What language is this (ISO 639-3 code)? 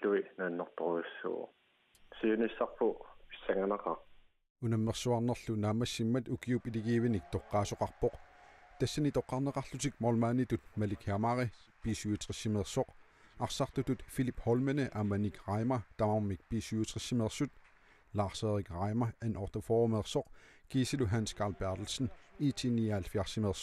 kal